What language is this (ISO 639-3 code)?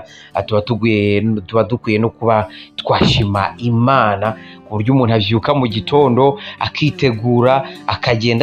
kin